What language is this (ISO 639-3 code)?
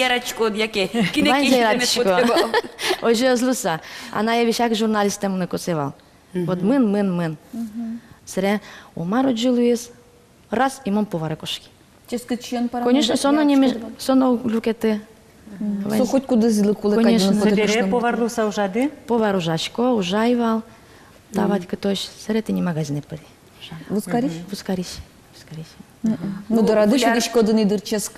udm